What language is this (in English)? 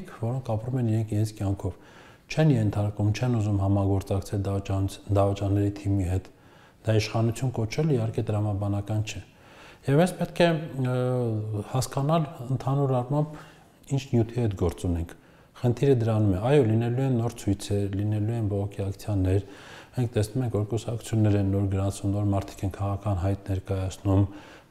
Armenian